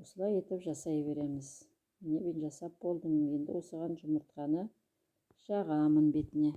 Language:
Kazakh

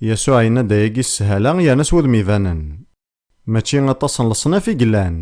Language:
Kabyle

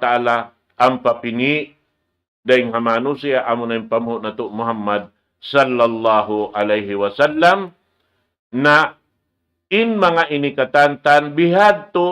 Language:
Tausug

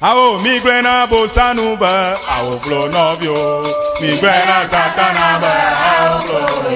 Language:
Ewe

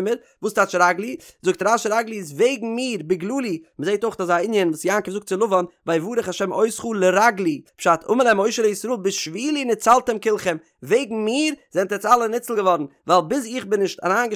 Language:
Yiddish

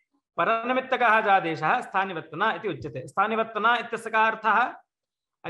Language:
Sanskrit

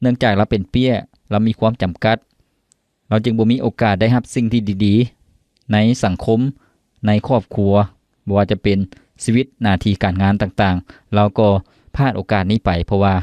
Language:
Lao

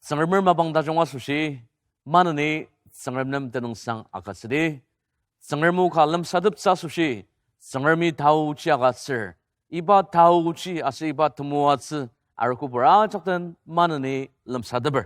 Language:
Ao Naga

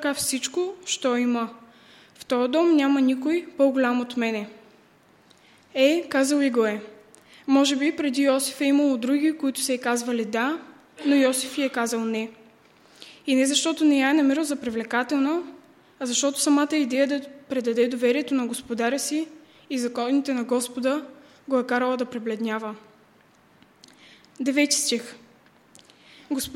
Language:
Bulgarian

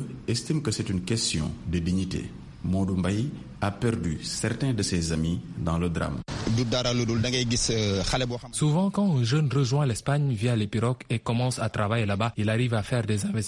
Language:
French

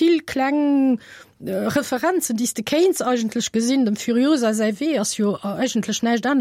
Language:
Luxembourgish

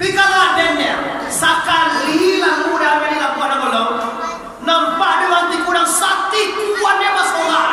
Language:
Minangkabau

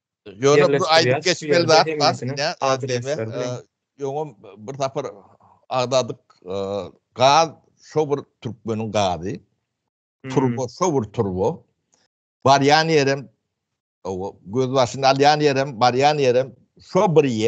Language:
Turkmen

